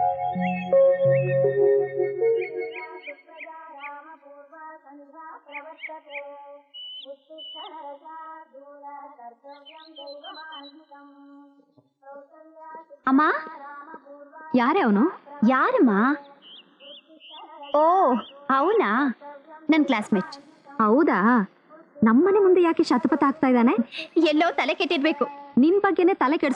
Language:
Kannada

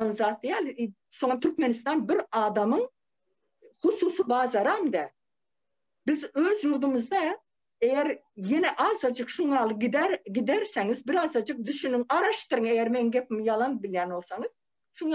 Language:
Turkmen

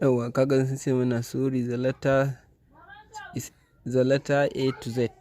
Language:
Hausa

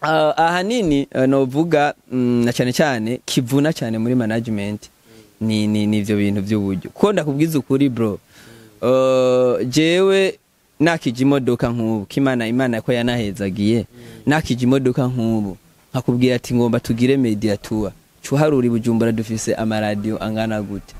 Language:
Rundi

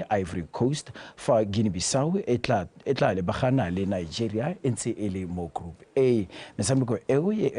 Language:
Tswana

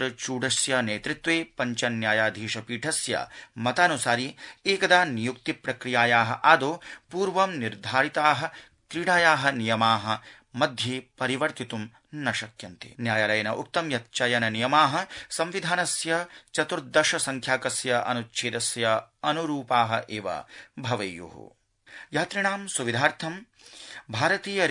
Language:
Sanskrit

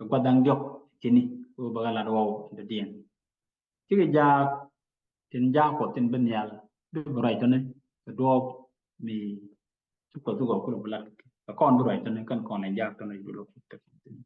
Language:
Nuer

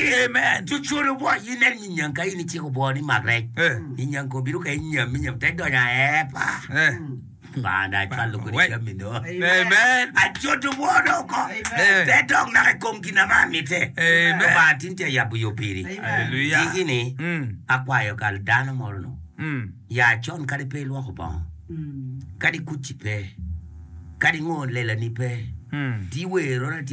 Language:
Acoli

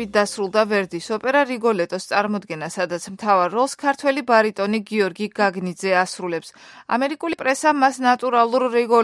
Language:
Georgian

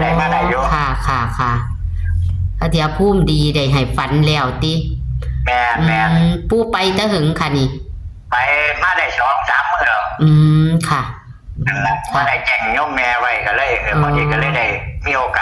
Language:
Northeastern Thai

